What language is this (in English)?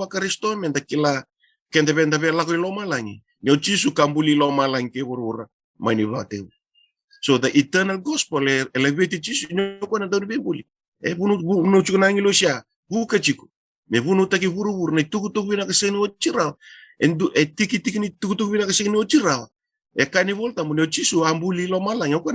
Fijian